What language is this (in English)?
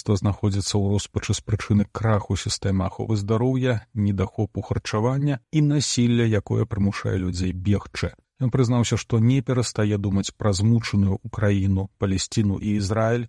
Belarusian